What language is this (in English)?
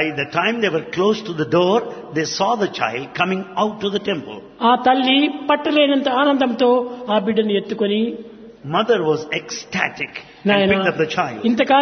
Telugu